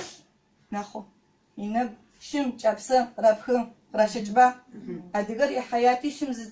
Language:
Adyghe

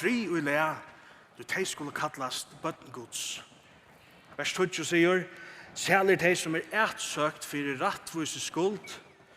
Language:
Faroese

